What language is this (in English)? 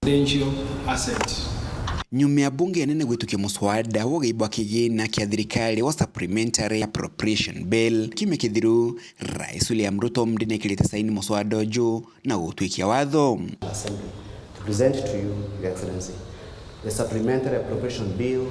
Meru